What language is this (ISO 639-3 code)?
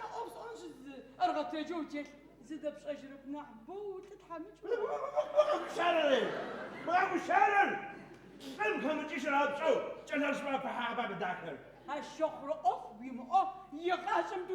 ady